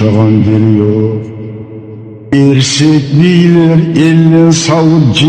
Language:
Kumyk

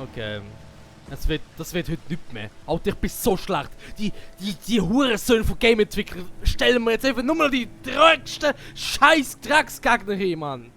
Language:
Swiss German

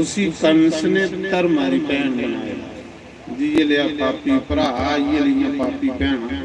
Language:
Dogri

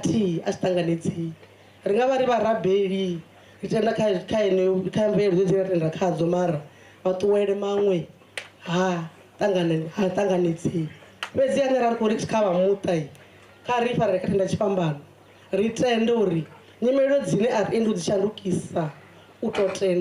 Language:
Venda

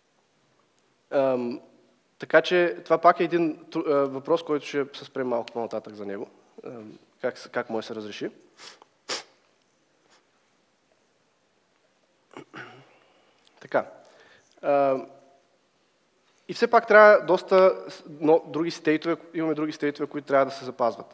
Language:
Bulgarian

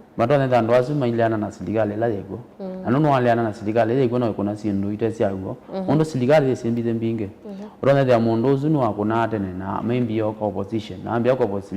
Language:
Kamba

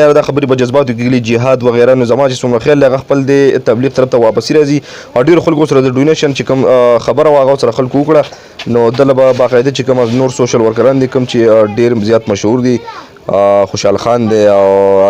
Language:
Pashto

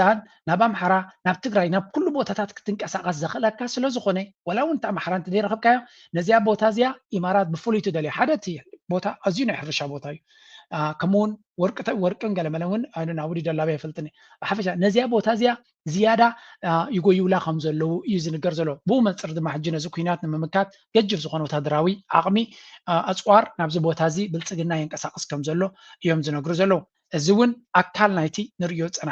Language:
Tigrinya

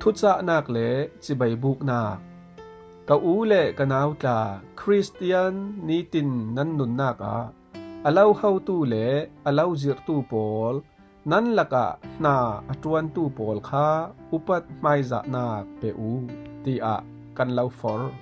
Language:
Falam Chin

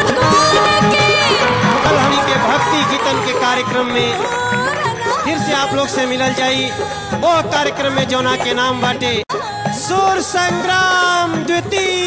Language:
Bhojpuri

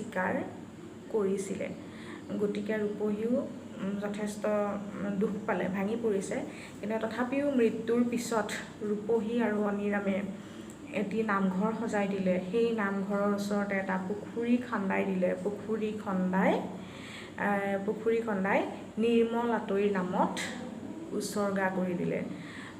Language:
Assamese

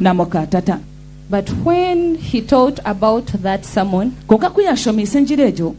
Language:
Nyankole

